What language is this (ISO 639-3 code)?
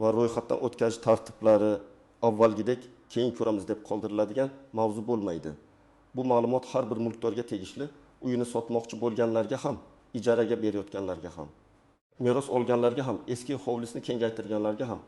uzb